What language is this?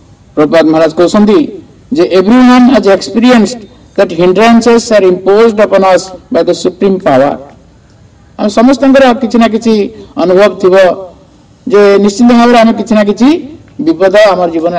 Odia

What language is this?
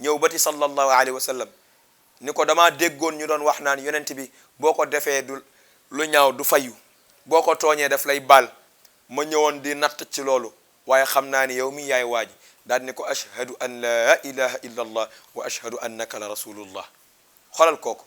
Wolof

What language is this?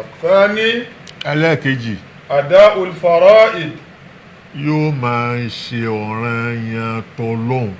Yoruba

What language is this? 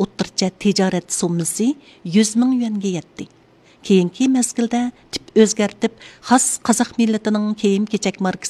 Uyghur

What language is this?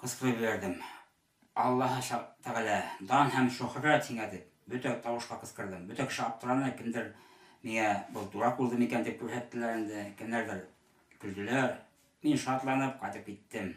Bashkir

